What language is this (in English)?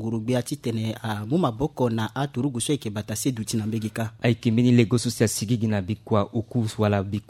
Sango